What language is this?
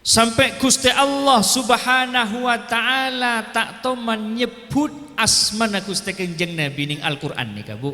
Madurese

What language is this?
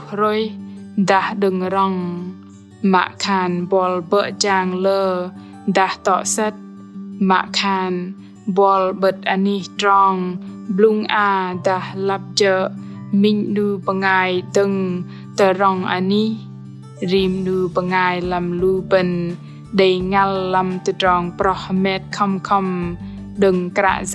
Bahnar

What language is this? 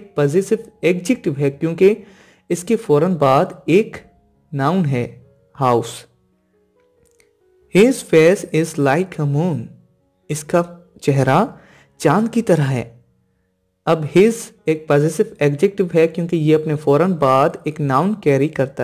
Hindi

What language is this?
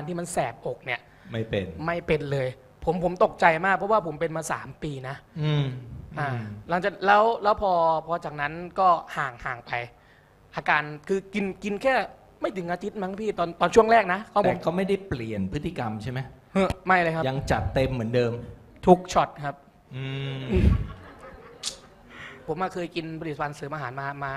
Thai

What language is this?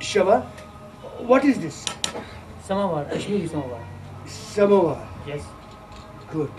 Kashmiri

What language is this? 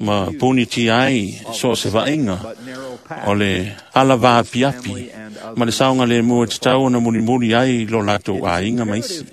Samoan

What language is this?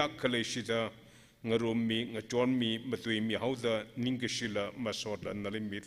Tangkhul Naga (India)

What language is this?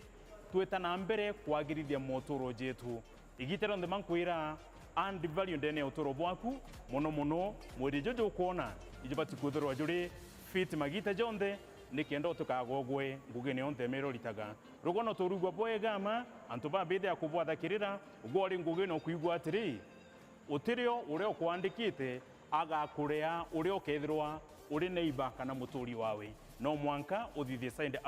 Meru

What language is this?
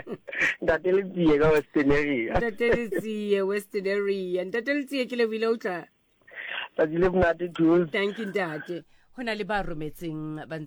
Southern Sotho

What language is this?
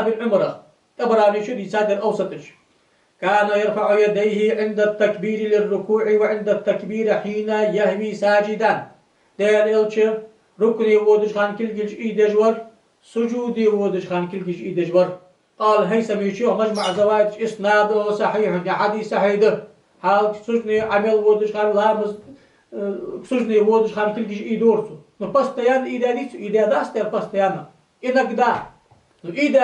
Ingush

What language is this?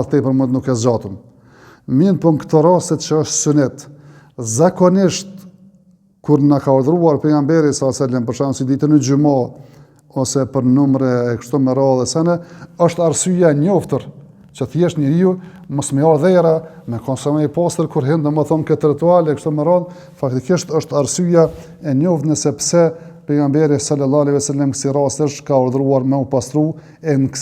Albanian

